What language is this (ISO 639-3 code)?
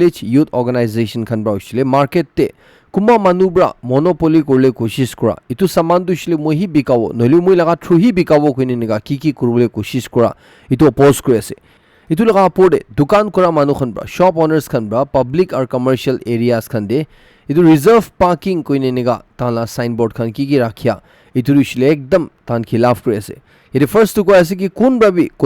nag